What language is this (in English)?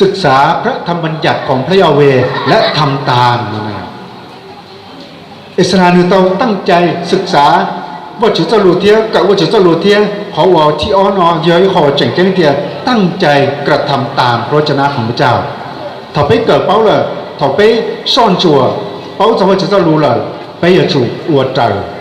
Hmong